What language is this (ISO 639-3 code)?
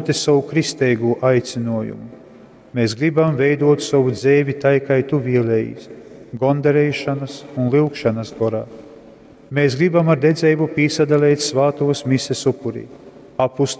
ltg